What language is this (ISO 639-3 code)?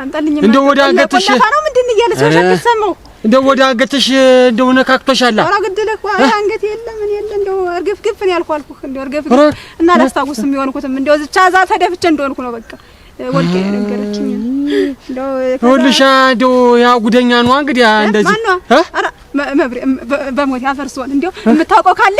amh